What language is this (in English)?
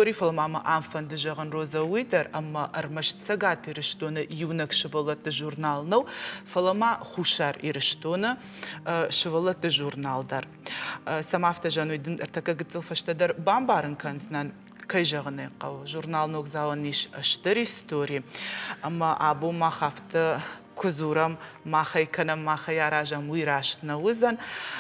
Ossetic